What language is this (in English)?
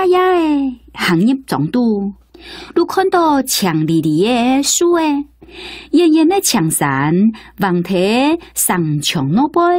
Hakka Chinese